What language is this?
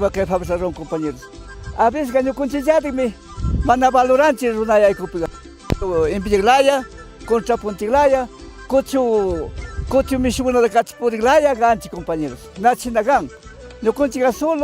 Chimborazo Highland Quichua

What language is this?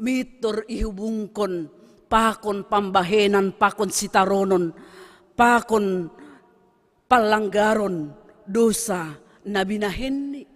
Batak Simalungun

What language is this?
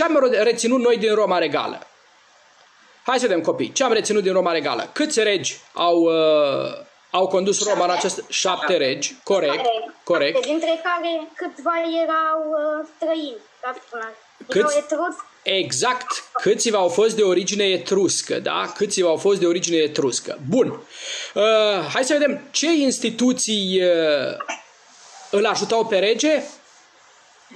Romanian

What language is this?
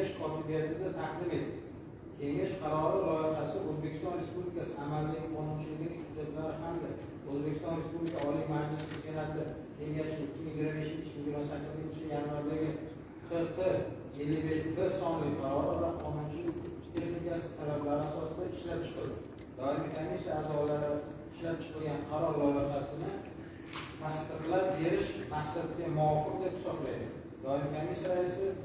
Uzbek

